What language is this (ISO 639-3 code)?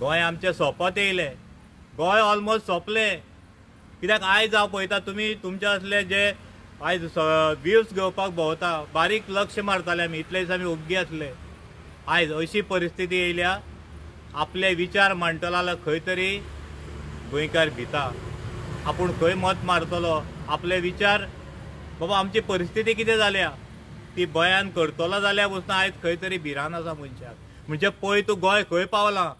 kok